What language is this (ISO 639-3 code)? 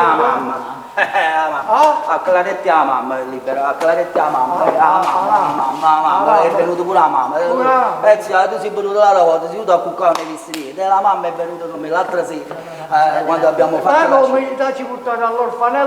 nap